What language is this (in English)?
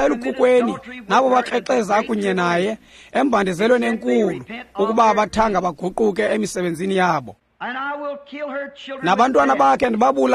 Xhosa